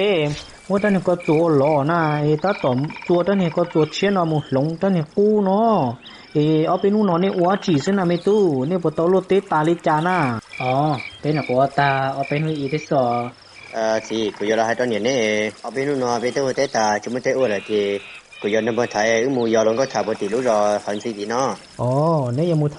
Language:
Hmong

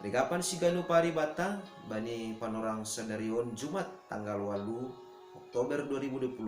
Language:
Batak Simalungun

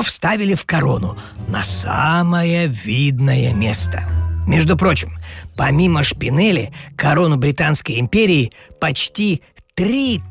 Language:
Russian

